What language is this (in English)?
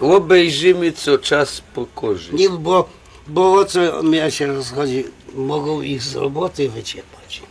Silesian